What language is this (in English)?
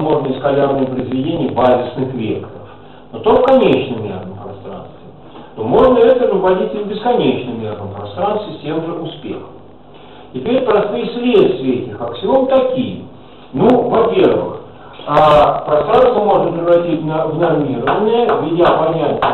Russian